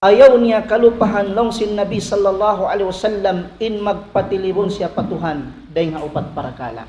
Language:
Tausug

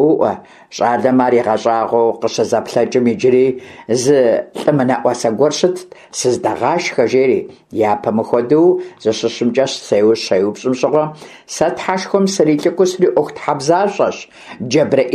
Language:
Kabardian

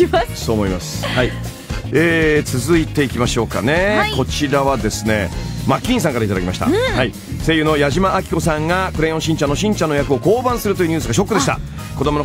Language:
Japanese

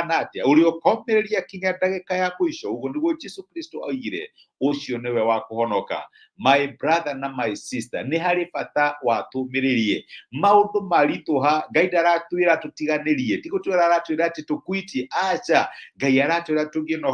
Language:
Kikuyu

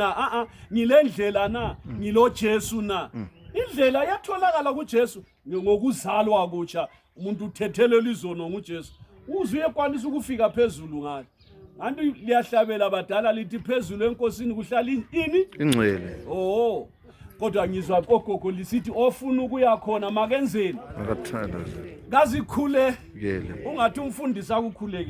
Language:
Zulu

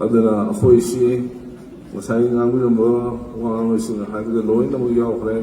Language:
Manipuri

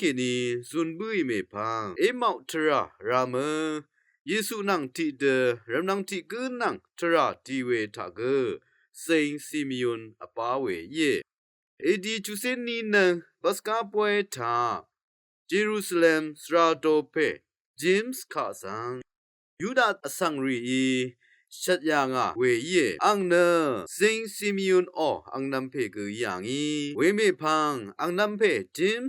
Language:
Rawang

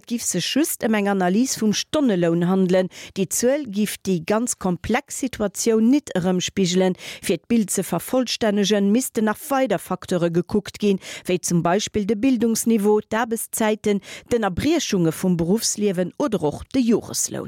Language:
Luxembourgish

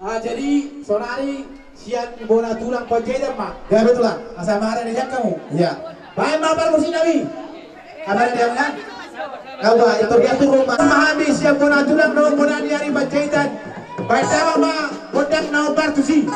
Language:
Batak Toba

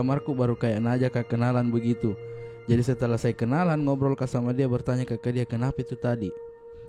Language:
Makassar Malay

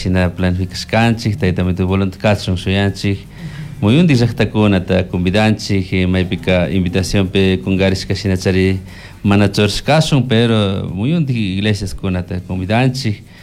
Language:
Chimborazo Highland Quichua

